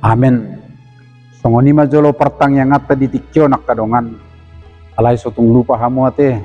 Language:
Batak Toba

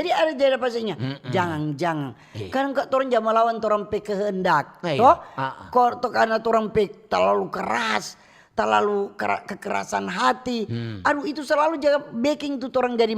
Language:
Manado Malay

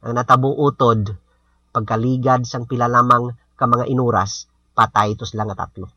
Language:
Hiligaynon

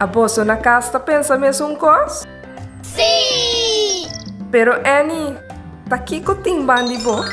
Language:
Papiamento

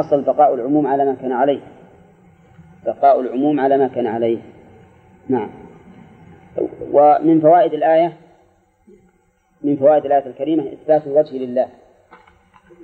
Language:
Arabic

